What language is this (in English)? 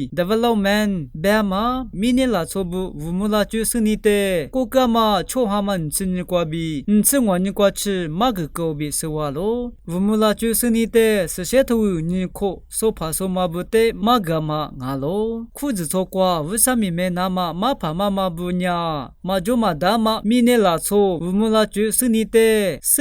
Lisu